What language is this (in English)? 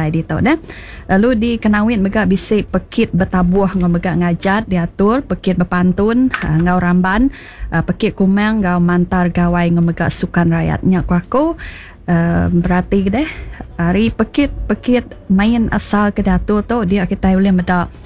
Iban